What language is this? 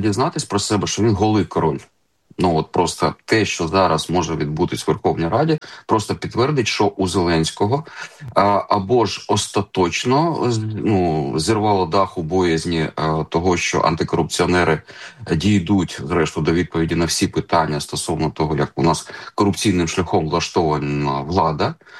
Ukrainian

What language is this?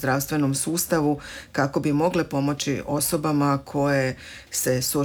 Croatian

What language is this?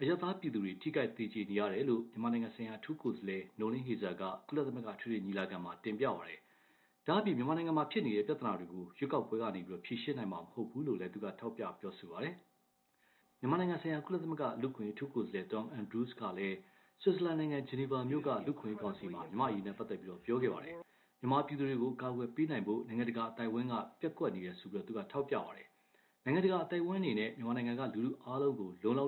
Burmese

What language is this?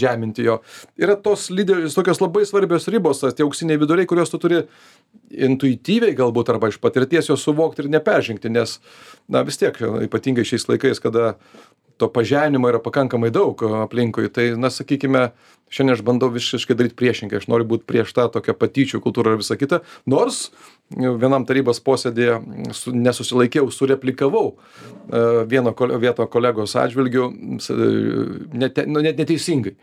Lithuanian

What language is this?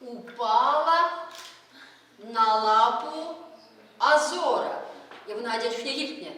Chuvash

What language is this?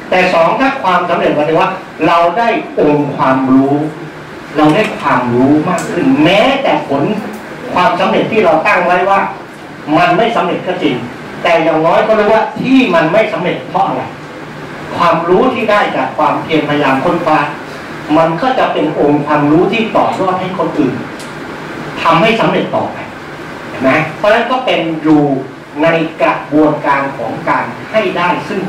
Thai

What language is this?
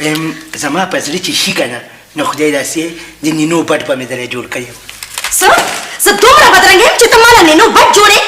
Pashto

